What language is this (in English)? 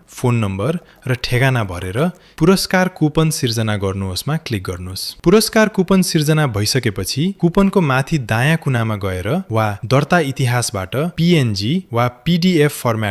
Nepali